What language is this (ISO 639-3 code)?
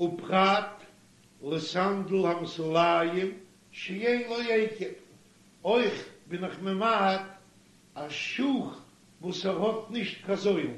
yid